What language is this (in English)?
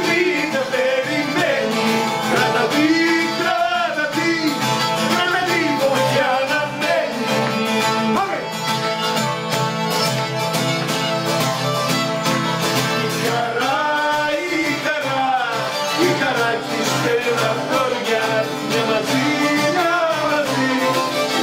Greek